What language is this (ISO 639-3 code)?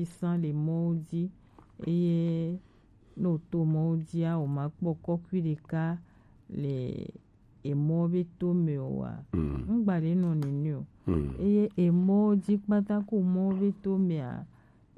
gej